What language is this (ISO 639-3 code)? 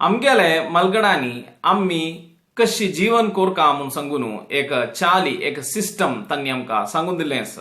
kok